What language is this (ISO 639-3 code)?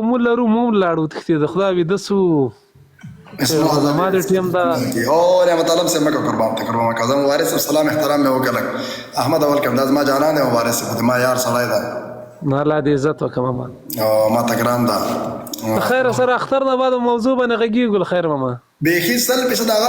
pus